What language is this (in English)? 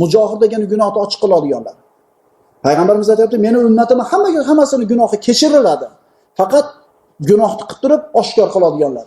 Uzbek